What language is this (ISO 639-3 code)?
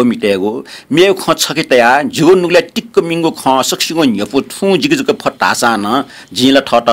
new